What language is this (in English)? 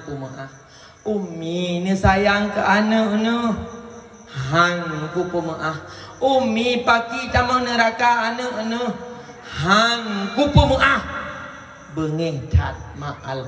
Achinese